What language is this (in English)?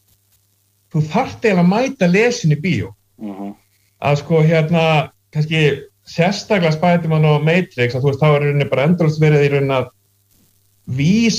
Icelandic